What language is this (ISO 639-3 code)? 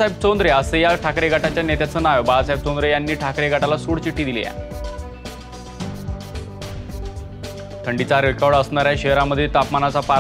mar